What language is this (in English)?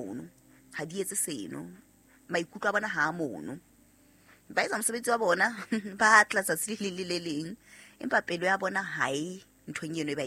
Southern Sotho